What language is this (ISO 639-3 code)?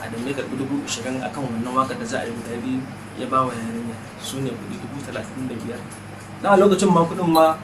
hau